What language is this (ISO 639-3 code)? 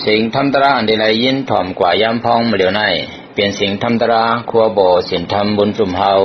shn